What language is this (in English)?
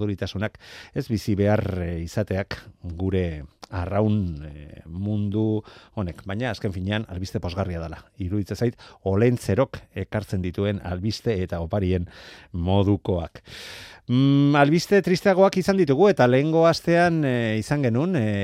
Basque